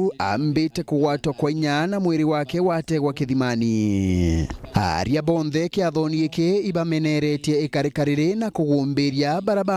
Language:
Meru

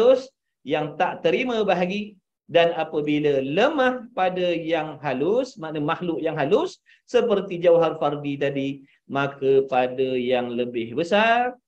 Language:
Malay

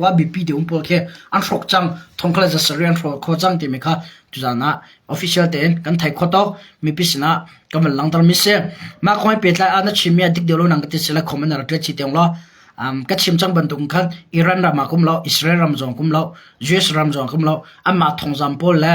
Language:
Hakha Chin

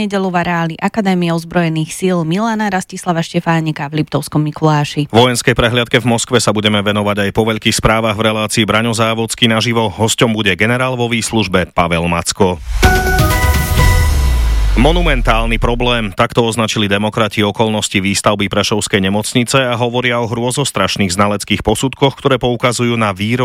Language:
Slovak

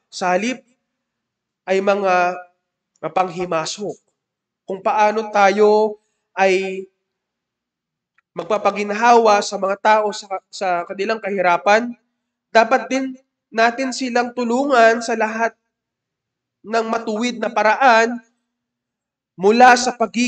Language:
Filipino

